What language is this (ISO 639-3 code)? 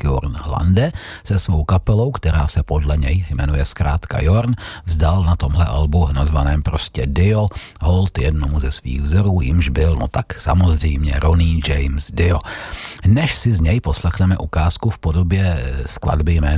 ces